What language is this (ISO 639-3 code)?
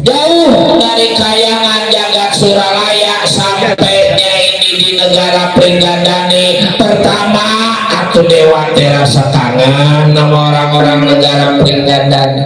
bew